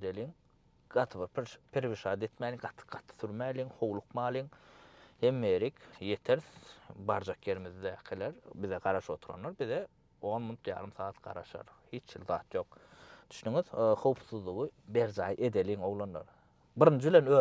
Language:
Turkmen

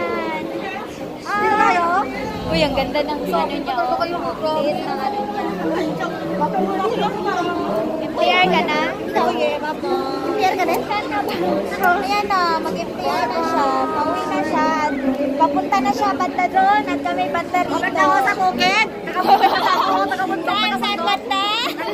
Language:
Filipino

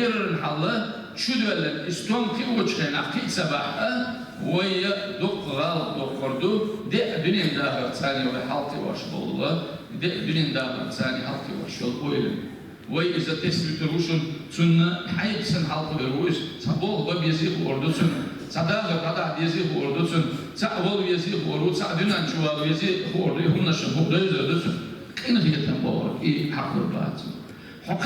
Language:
Chechen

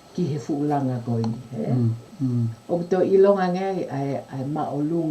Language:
Tongan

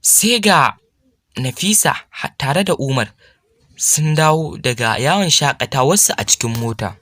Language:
Hausa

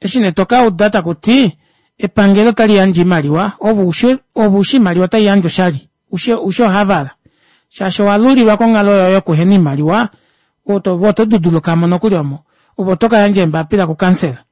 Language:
Kuanyama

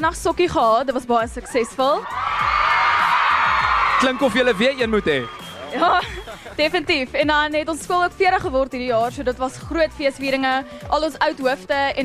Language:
Afrikaans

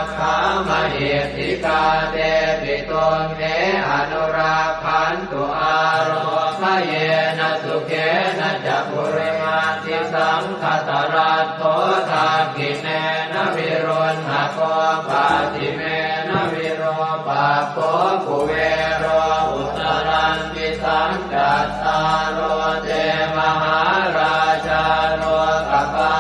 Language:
Pali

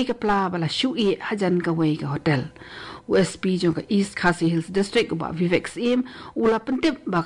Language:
Khasi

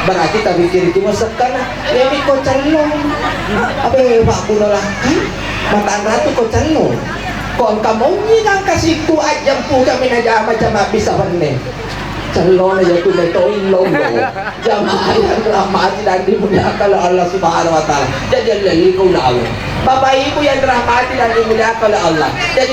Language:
Buginese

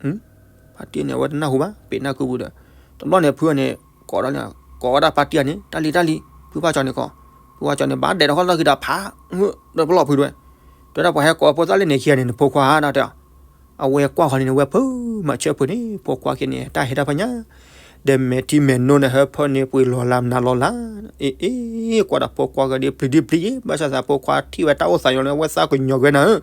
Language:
S'gaw Karen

